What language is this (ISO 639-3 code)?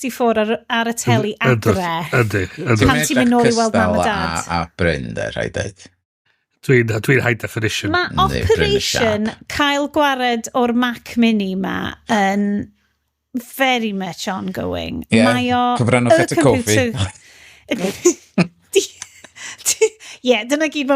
cym